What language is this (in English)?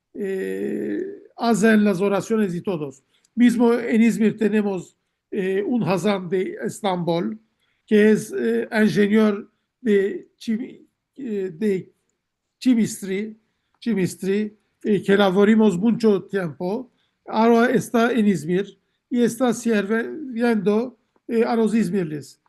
Ladino